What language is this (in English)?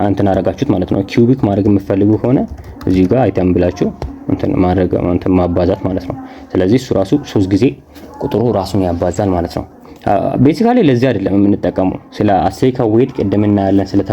Amharic